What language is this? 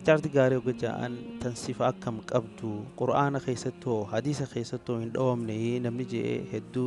Oromo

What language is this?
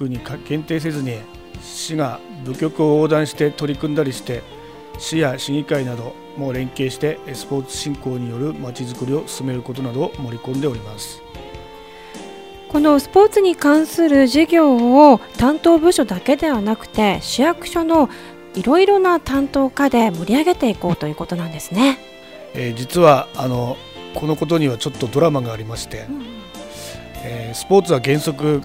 Japanese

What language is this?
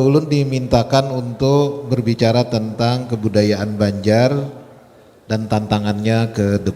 Banjar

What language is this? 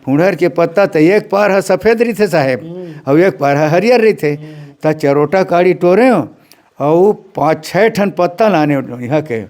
Chhattisgarhi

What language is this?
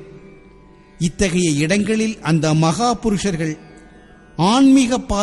Tamil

